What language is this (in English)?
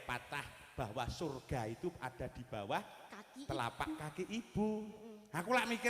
Javanese